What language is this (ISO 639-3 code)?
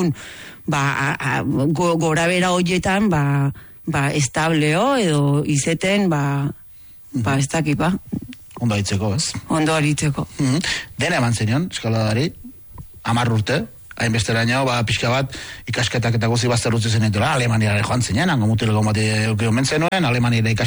eus